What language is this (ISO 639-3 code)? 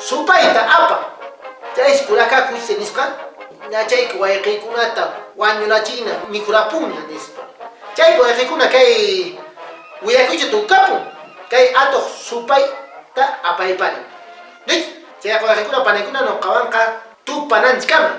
que